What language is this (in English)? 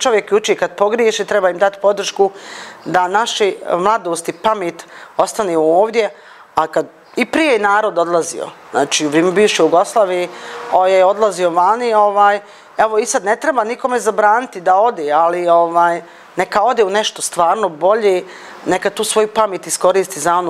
Bosnian